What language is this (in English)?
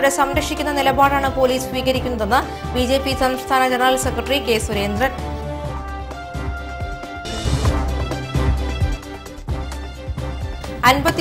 Malayalam